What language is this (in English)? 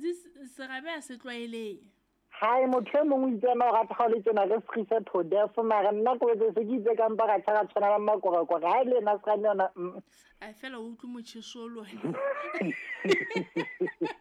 Southern Sotho